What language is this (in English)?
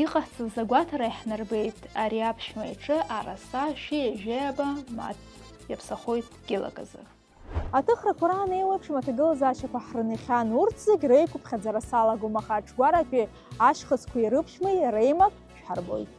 Abkhazian